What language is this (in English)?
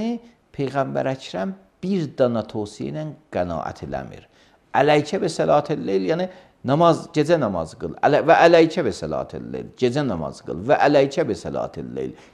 Azerbaijani